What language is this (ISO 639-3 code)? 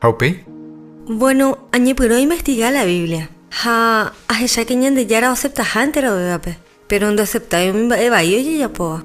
grn